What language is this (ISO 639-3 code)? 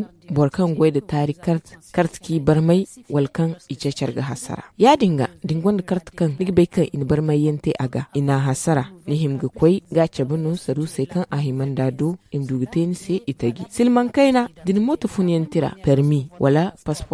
dje